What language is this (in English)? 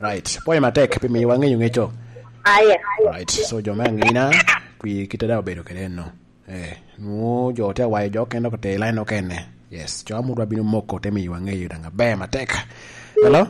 Lango (Uganda)